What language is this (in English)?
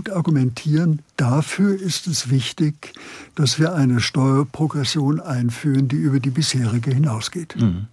German